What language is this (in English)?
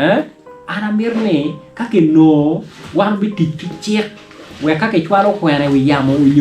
Acoli